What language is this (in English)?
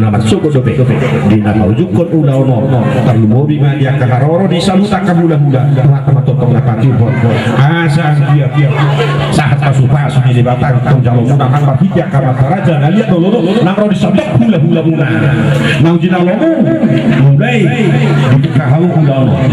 Batak Toba